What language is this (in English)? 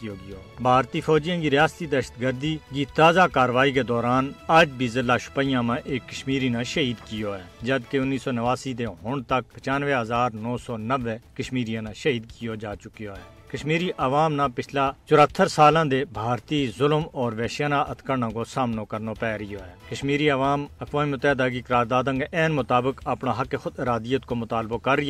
Gujari